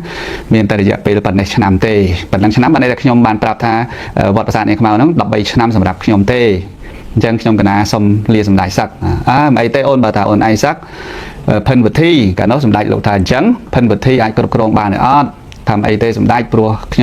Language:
Khmer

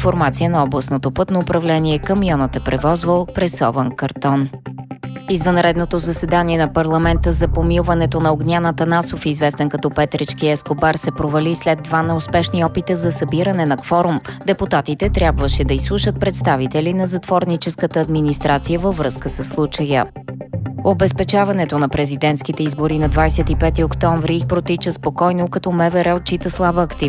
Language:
Bulgarian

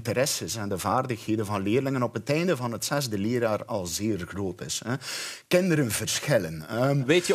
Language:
Dutch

